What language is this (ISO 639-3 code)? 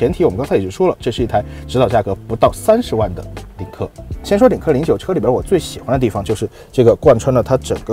zho